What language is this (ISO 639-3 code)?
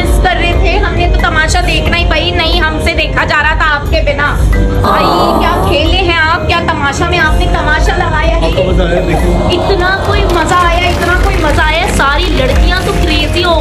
hin